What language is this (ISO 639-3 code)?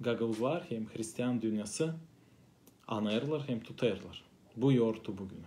gag